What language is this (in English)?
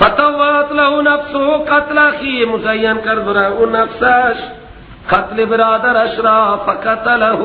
Persian